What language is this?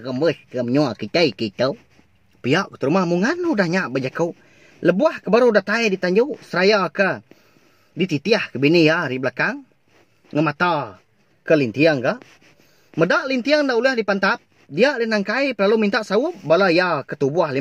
Iban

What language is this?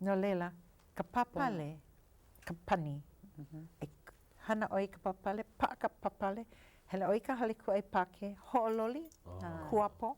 Hawaiian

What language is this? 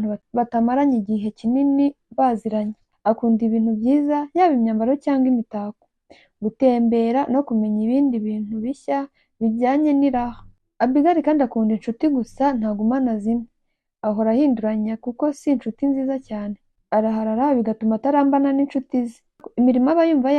Kinyarwanda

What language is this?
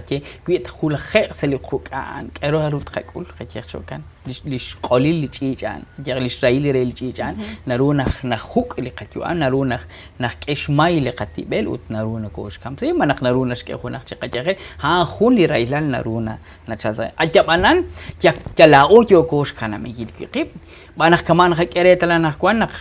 Kekchí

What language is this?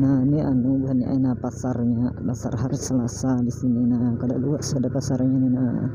Banjar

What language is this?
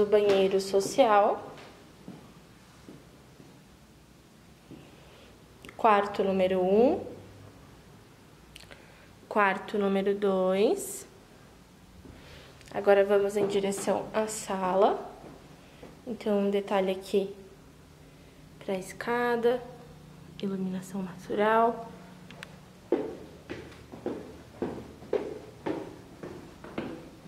Portuguese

